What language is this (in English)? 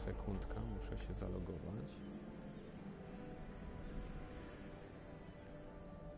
Polish